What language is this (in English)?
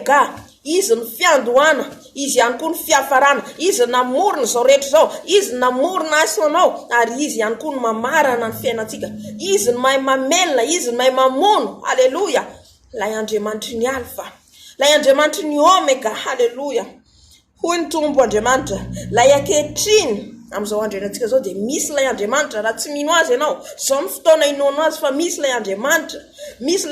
Malagasy